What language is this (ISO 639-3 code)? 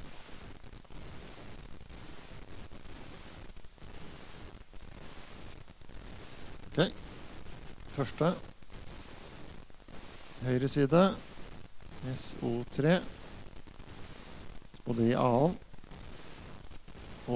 nor